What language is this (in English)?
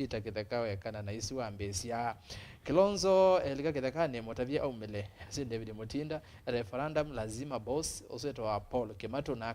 Kamba